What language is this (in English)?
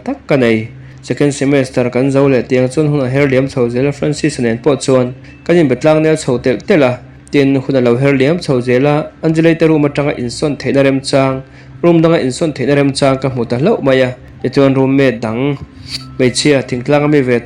Mizo